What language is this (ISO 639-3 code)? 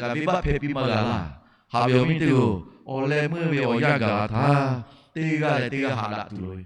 lhu